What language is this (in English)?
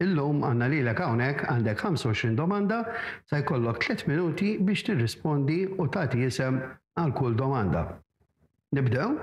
Maltese